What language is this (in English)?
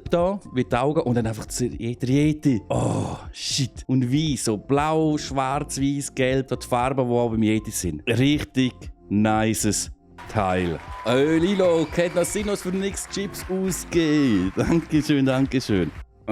Swiss German